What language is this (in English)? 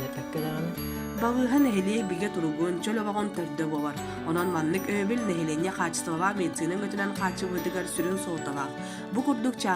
Yakut